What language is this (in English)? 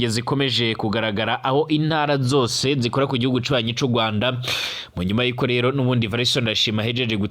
Rundi